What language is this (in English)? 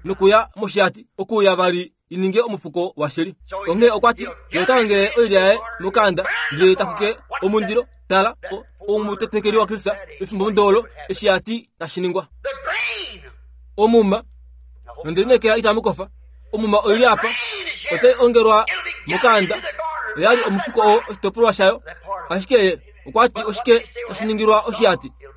Kuanyama